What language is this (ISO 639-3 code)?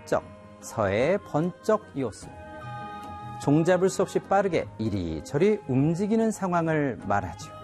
kor